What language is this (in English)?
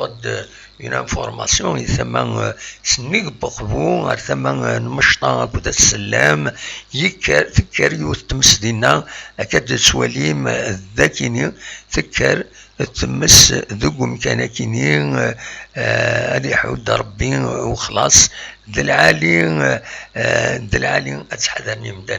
Kabyle